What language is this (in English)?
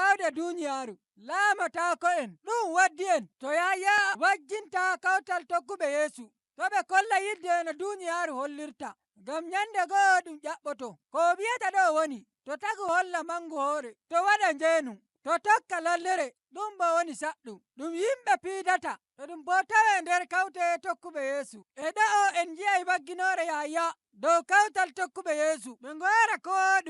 Nigerian Fulfulde